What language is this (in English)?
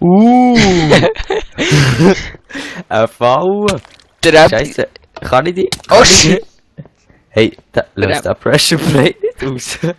Swiss German